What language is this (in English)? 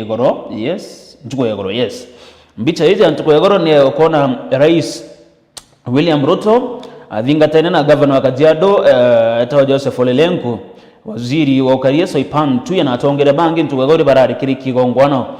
Meru